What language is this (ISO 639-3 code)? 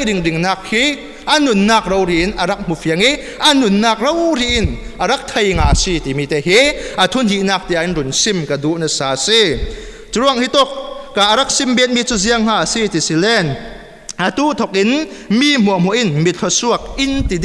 cfm